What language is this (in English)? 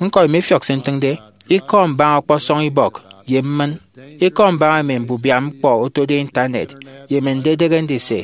Efik